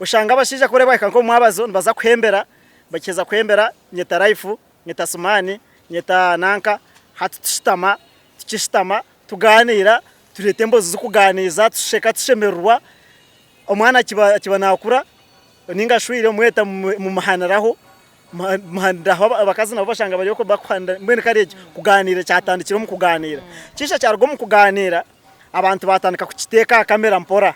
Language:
Nyankole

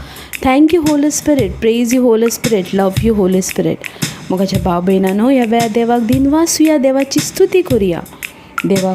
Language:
Konkani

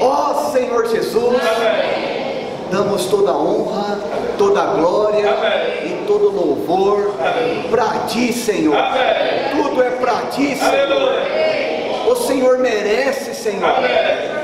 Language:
Portuguese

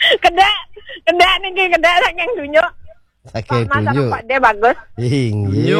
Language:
Balinese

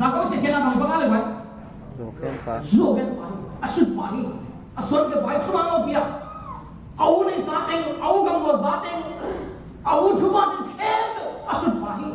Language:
Tedim Chin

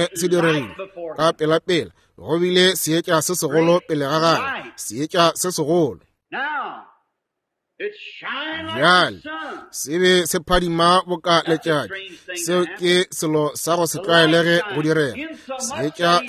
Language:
Northern Sotho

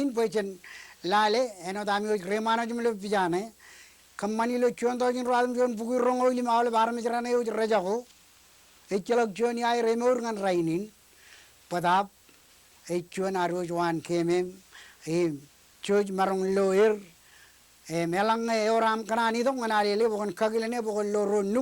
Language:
Marshallese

